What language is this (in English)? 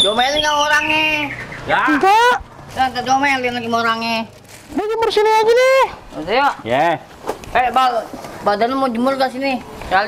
Betawi